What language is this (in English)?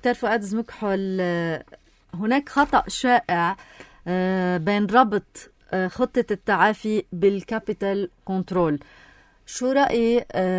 North Levantine Arabic